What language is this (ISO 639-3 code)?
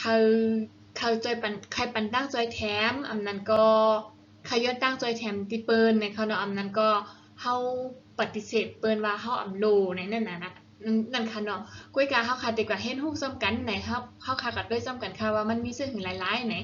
shn